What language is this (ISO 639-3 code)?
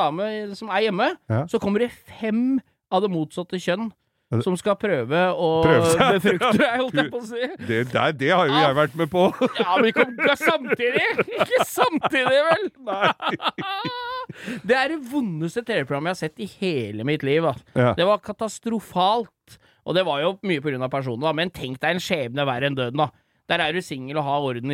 nor